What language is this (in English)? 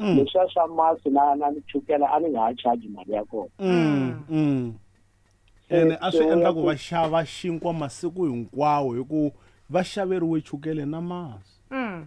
Tsonga